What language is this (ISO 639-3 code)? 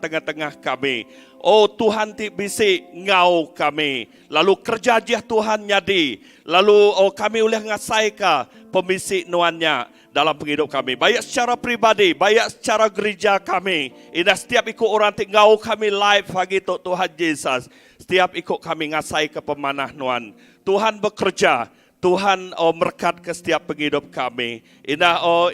iba